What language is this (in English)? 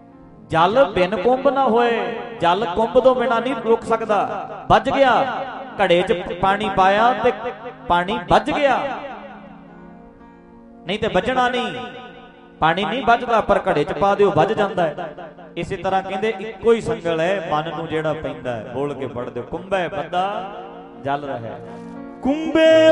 Punjabi